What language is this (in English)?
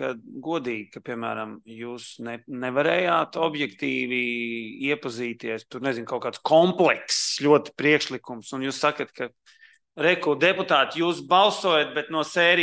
Latvian